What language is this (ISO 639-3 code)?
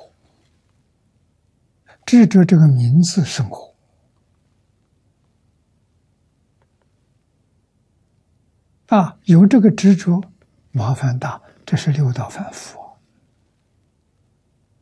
zho